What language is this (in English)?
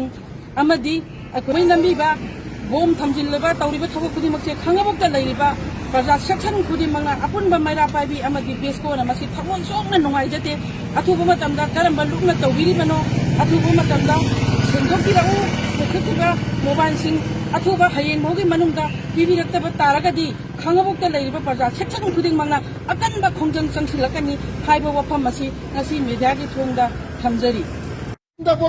Manipuri